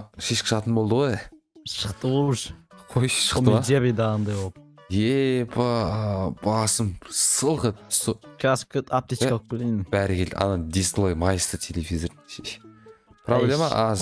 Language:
Kazakh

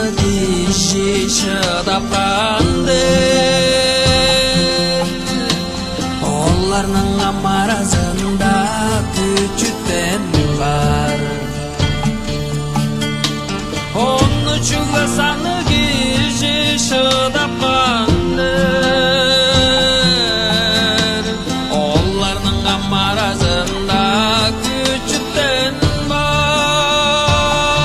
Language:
Kazakh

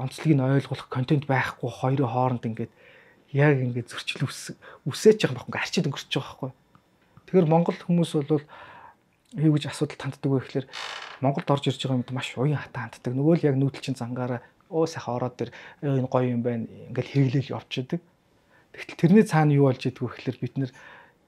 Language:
Mongolian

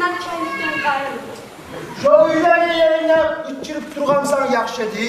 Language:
Kumyk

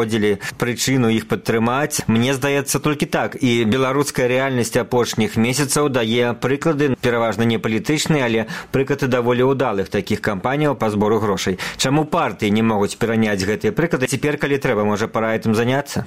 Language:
Belarusian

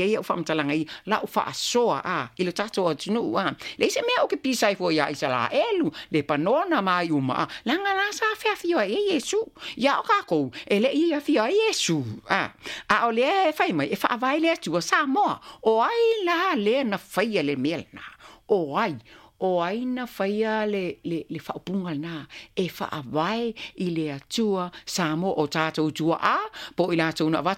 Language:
Samoan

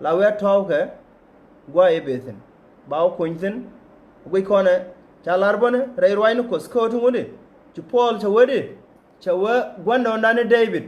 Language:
Nuer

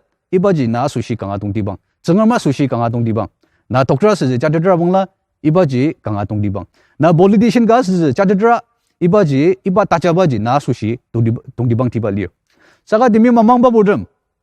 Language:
Ao Naga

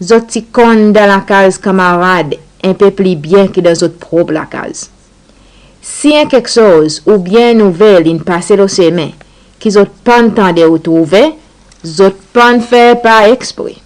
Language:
Seselwa Creole French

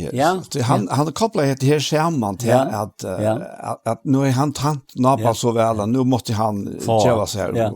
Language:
Faroese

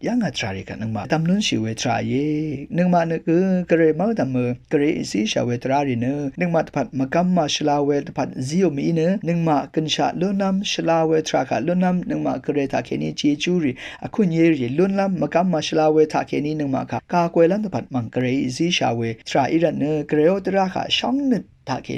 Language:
Rawang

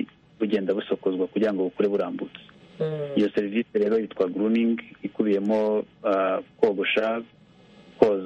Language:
Kinyarwanda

